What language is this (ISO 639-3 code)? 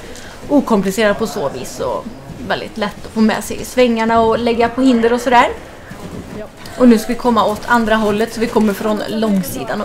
swe